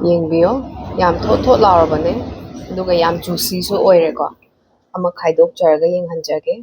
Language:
Manipuri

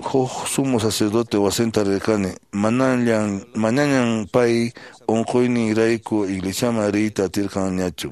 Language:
Quechua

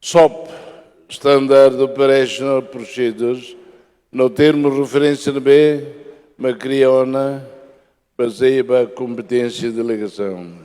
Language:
Tetum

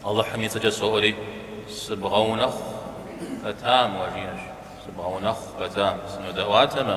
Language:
Kabardian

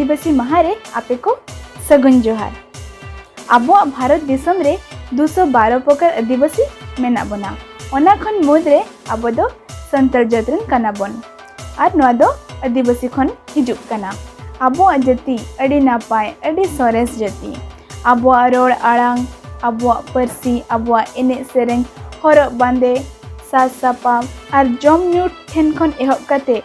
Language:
Santali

